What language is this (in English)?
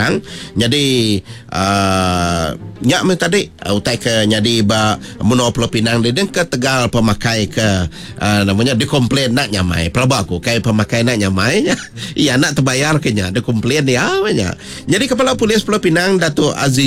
Iban